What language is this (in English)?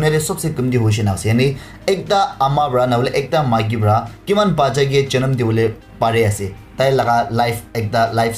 Naga Pidgin